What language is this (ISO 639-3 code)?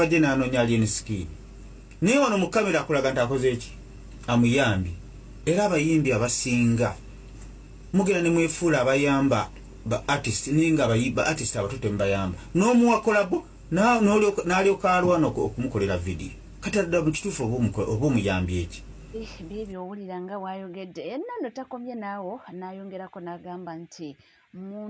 lug